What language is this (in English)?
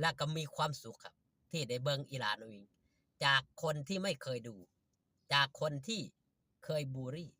Northeastern Thai